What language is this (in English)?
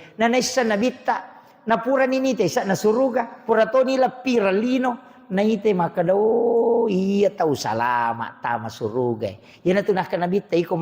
Buginese